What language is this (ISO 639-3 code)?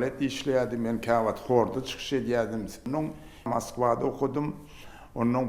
tuk